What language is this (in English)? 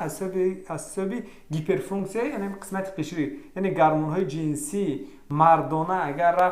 Tajik